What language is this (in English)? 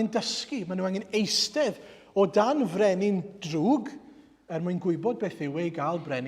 Welsh